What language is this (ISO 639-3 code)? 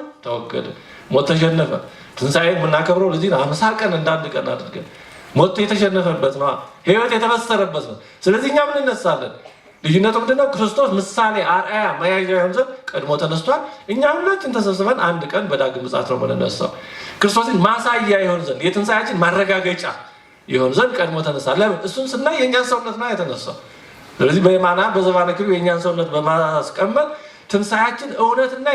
amh